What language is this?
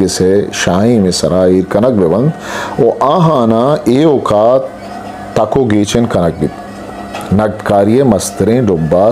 Eastern Balochi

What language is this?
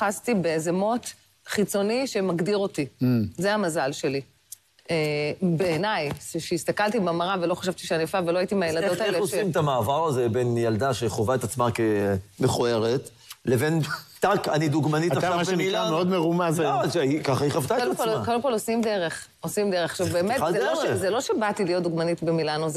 Hebrew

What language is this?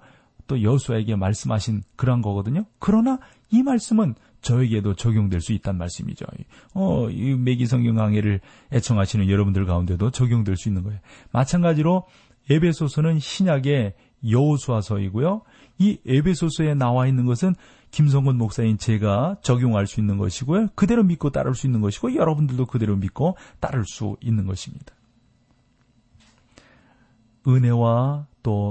Korean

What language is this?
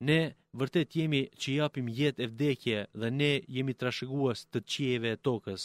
Albanian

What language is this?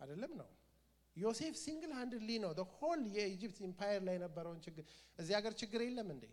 Amharic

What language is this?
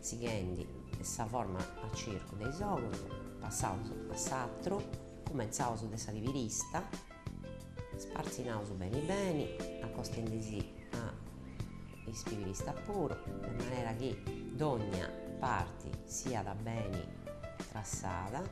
Sardinian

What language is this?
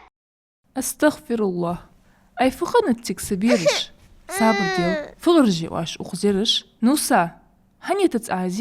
Ingush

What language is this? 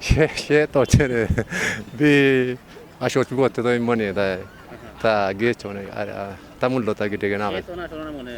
Kafa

